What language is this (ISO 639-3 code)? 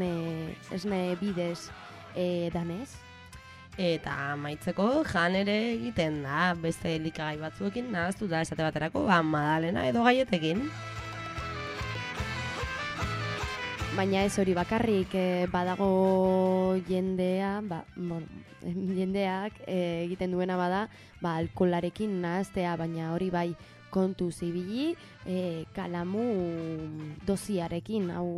eus